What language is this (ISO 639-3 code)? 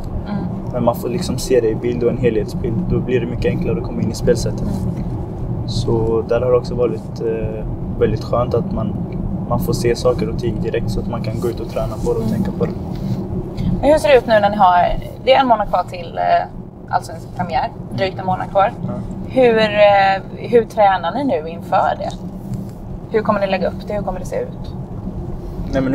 swe